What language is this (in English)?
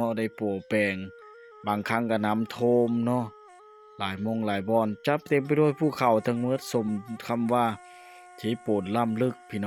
Lao